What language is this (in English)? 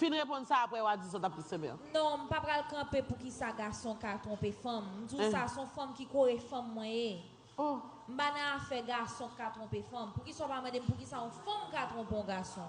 Haitian Creole